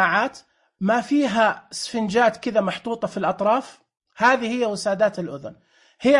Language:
Najdi Arabic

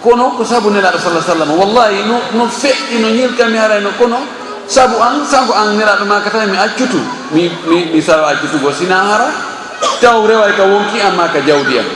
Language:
Fula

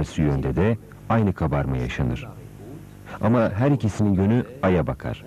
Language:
Turkish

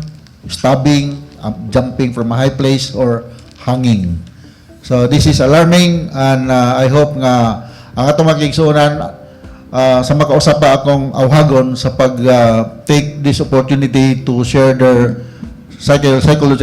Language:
Cebuano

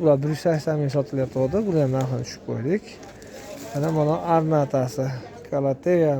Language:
Uzbek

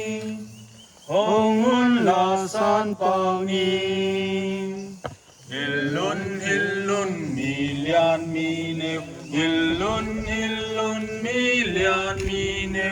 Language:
Paite Chin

